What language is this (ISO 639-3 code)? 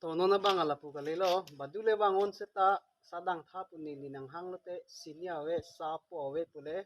mjw